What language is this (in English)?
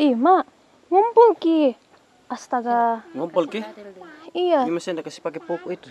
Makassar Malay